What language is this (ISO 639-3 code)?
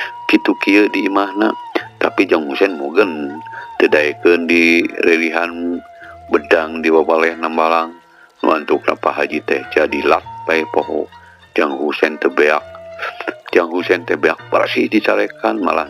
sun